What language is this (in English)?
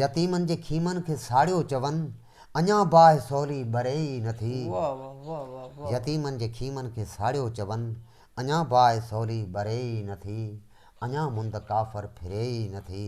Sindhi